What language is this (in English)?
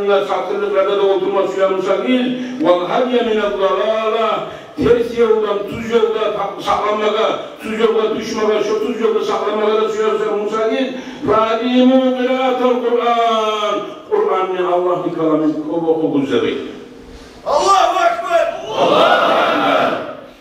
Kumyk